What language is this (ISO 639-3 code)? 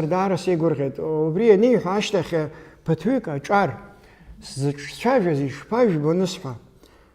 abk